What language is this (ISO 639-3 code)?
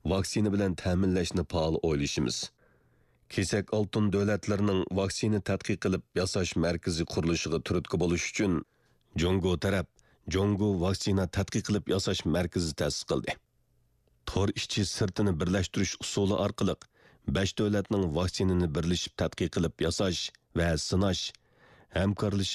uig